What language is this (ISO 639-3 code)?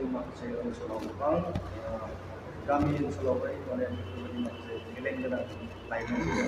brx